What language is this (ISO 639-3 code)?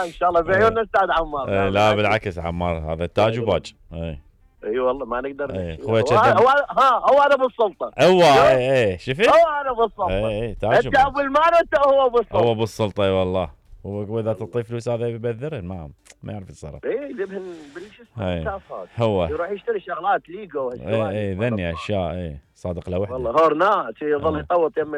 acm